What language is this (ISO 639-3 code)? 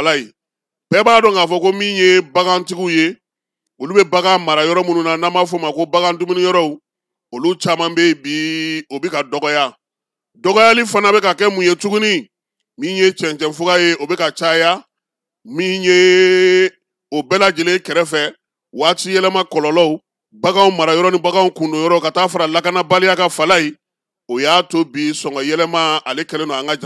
bam